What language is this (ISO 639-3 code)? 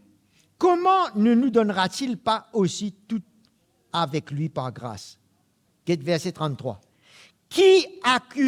mfe